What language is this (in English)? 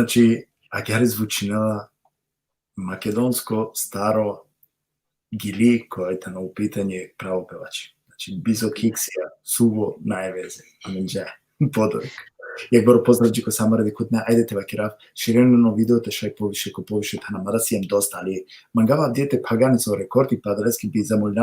Balkan Romani